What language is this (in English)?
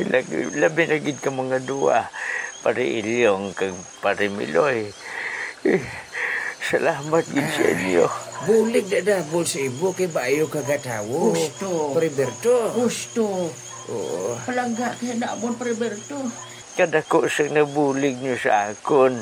Hiligaynon